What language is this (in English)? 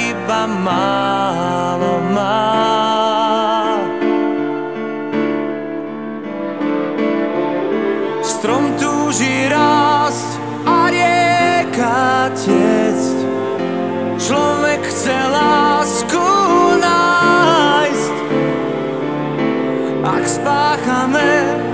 Slovak